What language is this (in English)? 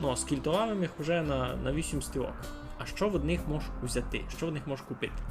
Rusyn